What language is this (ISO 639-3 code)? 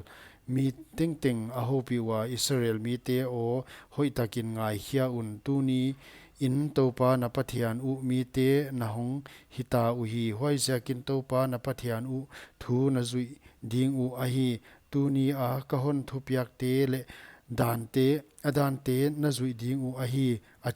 pck